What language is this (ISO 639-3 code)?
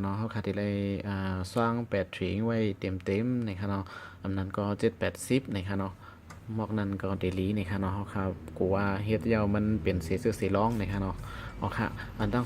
shn